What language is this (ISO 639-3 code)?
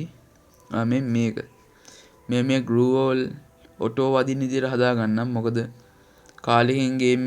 sin